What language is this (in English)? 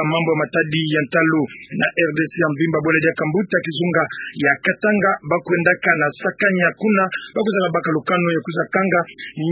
Kituba (Democratic Republic of Congo)